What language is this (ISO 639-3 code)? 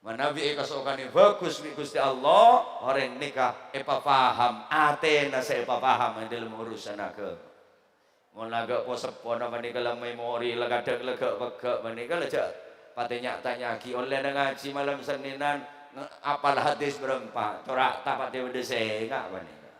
mad